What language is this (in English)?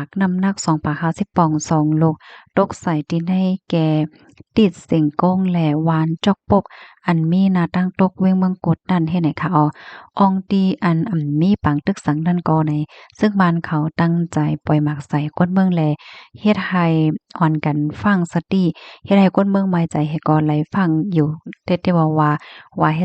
Shan